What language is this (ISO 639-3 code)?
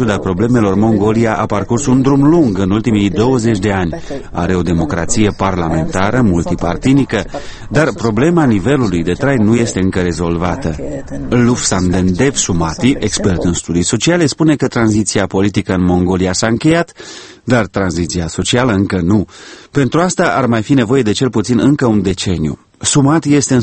ron